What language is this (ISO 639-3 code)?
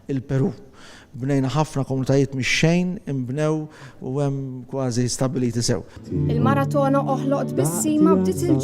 mlt